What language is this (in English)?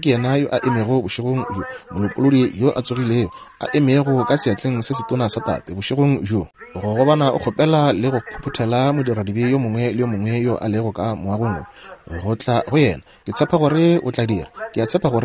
Northern Sotho